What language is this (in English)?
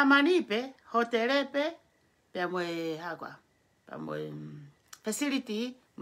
Tongan